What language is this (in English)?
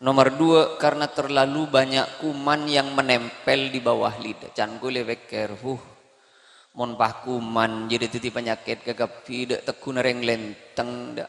Madurese